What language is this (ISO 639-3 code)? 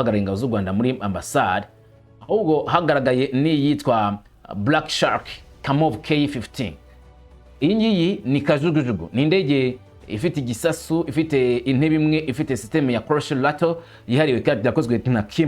kin